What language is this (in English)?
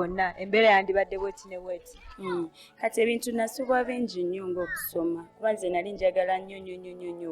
Ganda